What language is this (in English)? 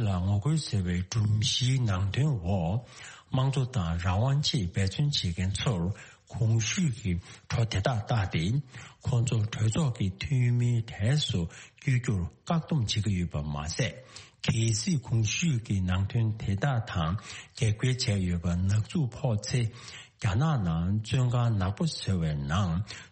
Tibetan